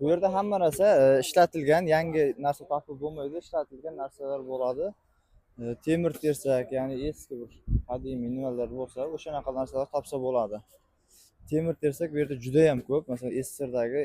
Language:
Uzbek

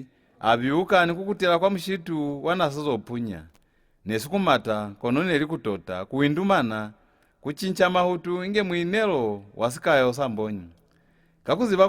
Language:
Lozi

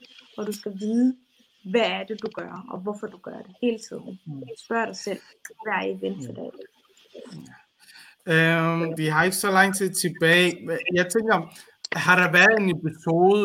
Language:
Danish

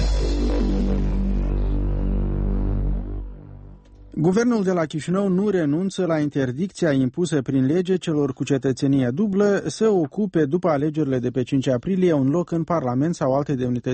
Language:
Romanian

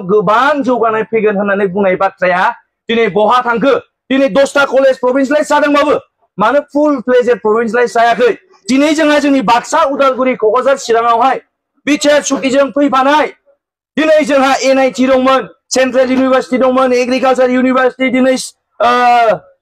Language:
Bodo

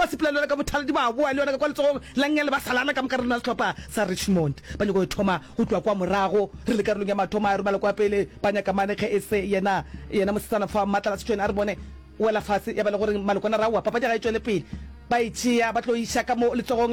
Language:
Northern Sotho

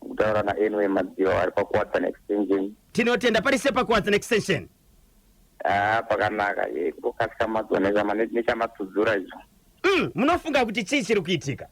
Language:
Shona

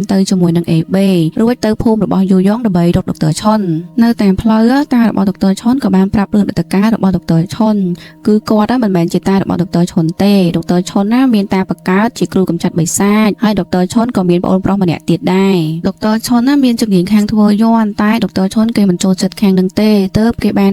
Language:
Khmer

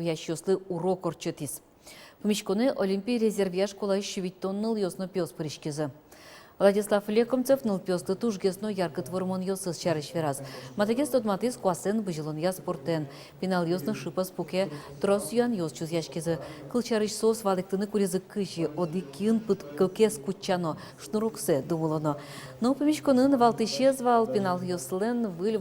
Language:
Udmurt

